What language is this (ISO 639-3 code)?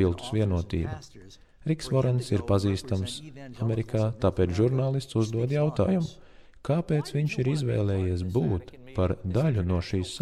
lav